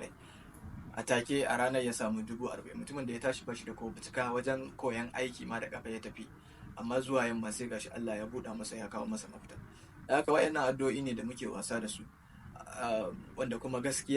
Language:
Hausa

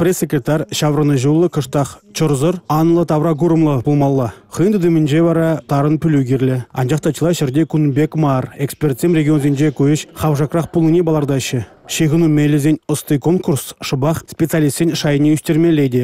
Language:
Chuvash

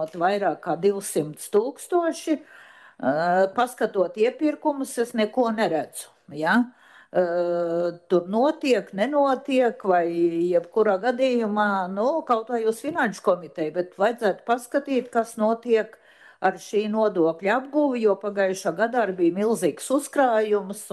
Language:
Latvian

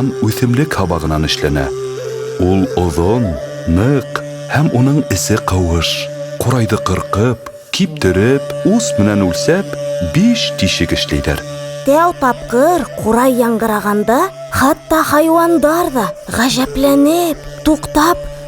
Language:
Bashkir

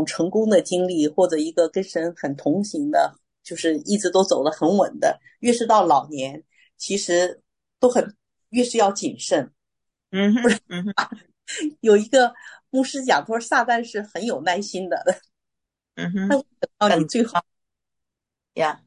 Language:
Chinese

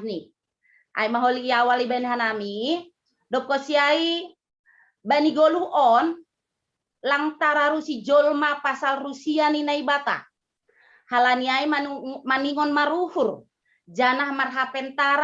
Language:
Batak Simalungun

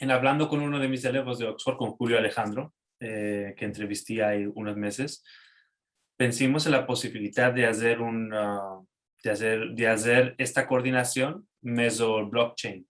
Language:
Ladino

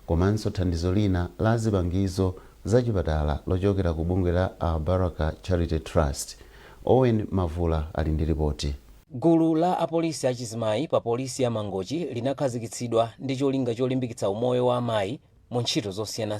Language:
Nyanja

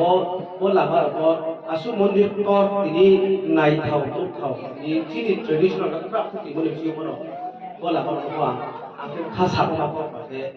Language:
Riang (India)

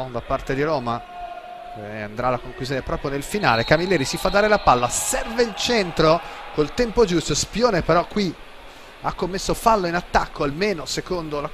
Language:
Italian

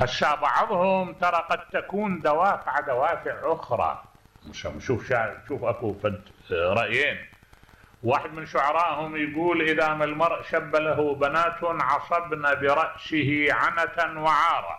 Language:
Mesopotamian Arabic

